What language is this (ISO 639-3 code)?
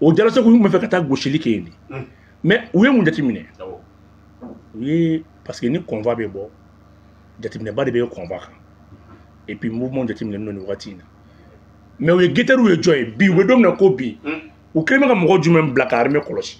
bam